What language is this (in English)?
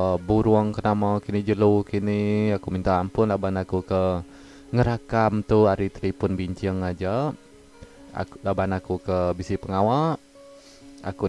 Iban